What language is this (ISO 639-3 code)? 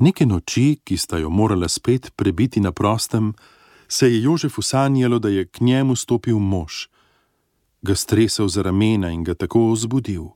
slv